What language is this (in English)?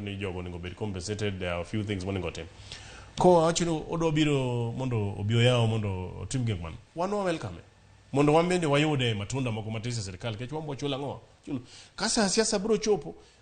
Luo (Kenya and Tanzania)